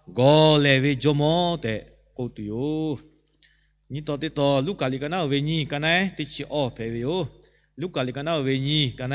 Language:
Lahu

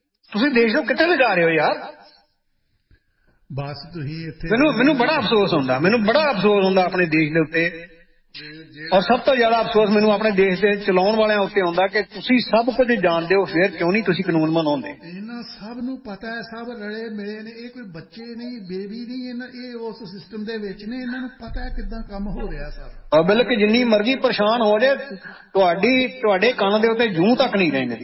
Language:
Punjabi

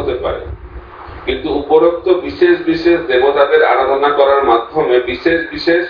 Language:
Bangla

